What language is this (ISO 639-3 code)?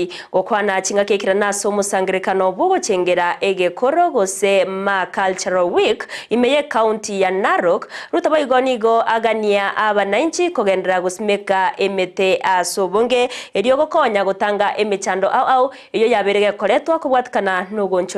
guz